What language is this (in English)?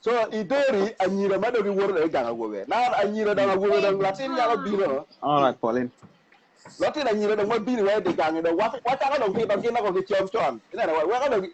Acoli